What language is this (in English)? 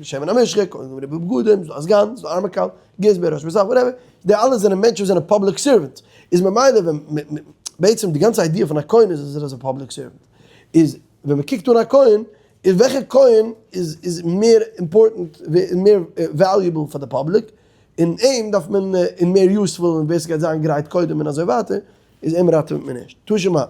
Yiddish